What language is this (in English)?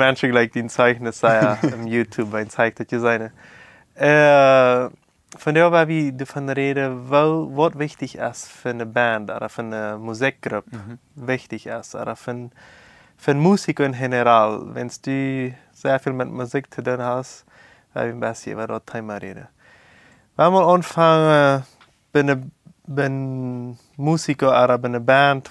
Plautdietsch